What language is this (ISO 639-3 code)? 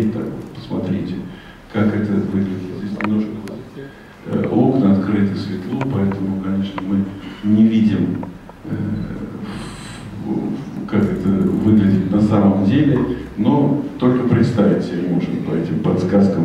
rus